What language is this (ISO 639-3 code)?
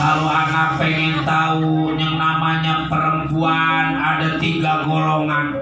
bew